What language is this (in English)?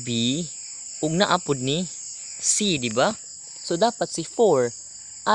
Cebuano